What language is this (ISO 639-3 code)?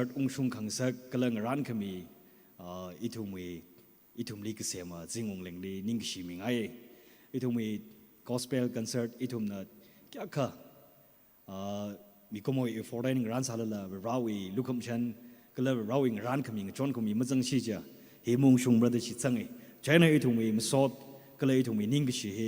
nmf